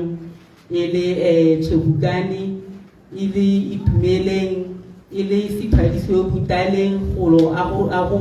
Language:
Tswana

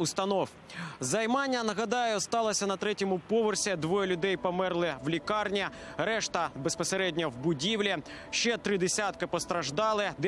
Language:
Ukrainian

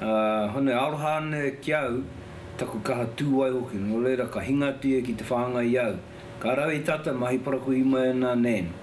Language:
Māori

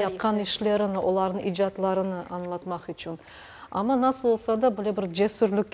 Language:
Crimean Tatar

